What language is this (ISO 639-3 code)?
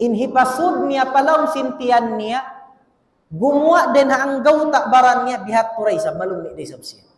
tsg